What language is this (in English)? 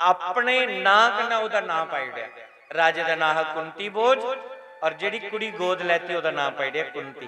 Dogri